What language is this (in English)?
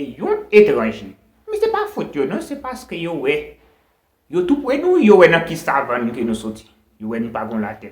Haitian Creole